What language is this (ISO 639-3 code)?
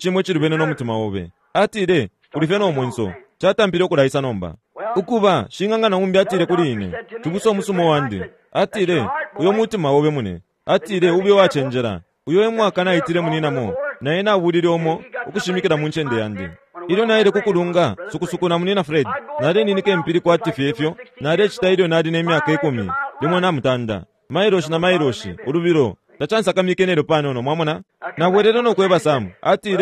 bem